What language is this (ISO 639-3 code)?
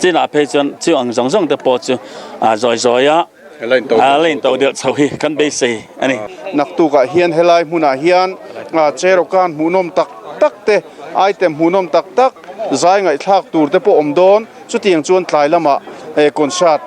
lus